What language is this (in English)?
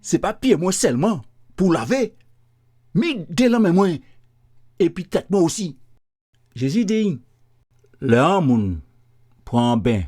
Guadeloupean Creole French